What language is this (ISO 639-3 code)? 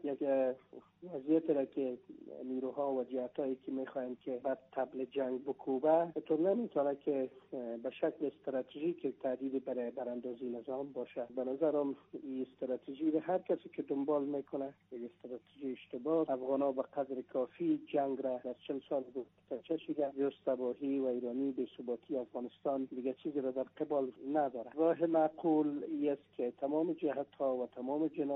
fas